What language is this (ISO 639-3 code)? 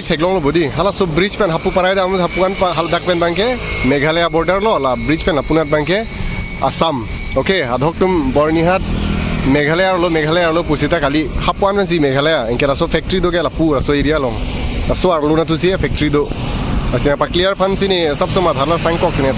mjw